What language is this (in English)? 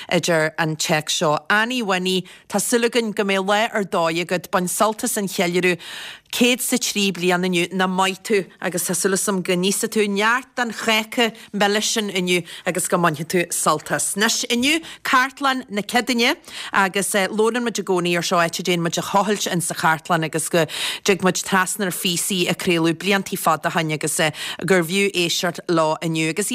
Irish